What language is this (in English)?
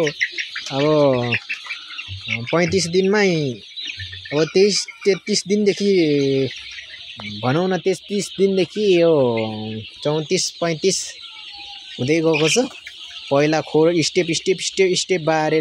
Nepali